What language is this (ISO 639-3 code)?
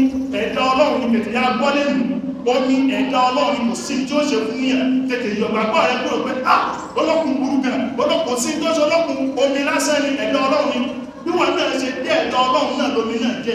yor